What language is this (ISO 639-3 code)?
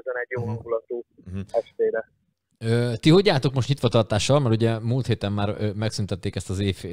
hun